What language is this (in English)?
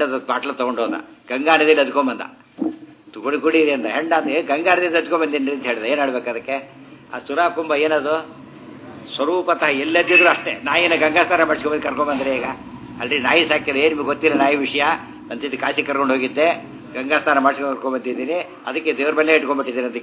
Kannada